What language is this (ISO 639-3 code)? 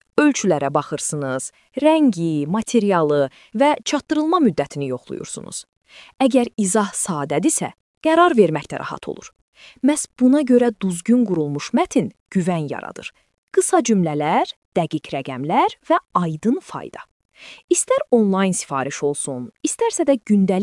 aze